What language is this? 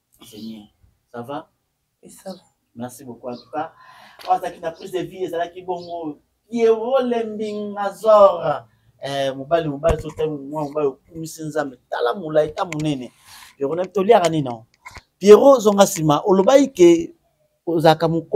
Lingala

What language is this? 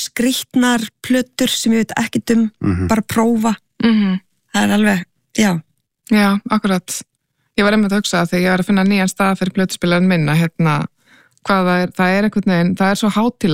Icelandic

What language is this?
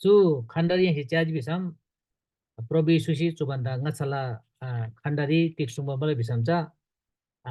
Eastern Tamang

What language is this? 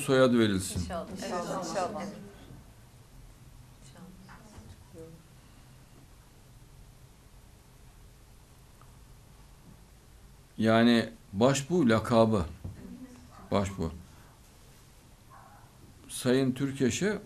Turkish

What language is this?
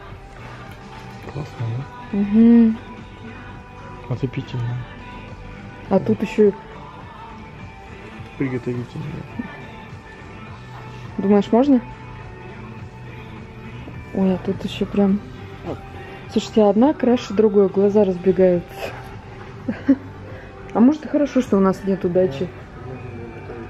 Russian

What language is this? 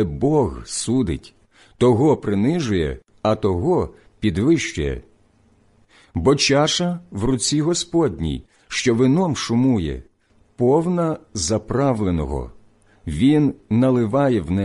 Ukrainian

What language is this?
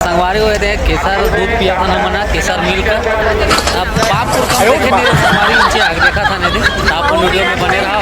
Chhattisgarhi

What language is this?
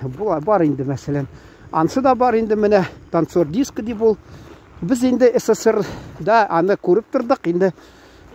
Tatar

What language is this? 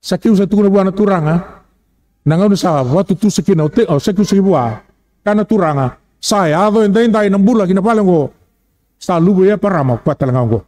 Fijian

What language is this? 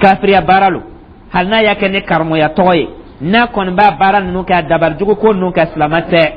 Dyula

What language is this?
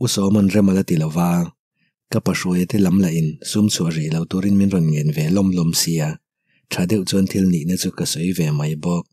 Mizo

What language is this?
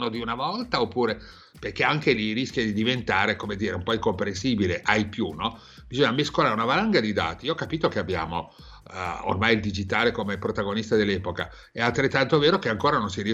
Italian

